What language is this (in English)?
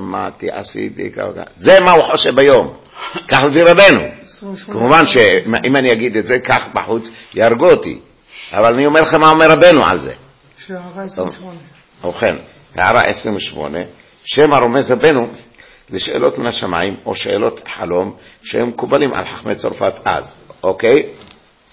Hebrew